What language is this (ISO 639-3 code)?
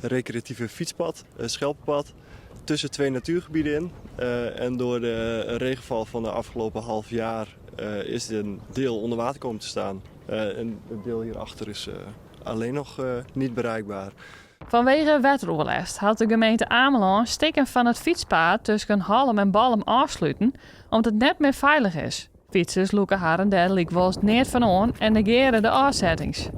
fry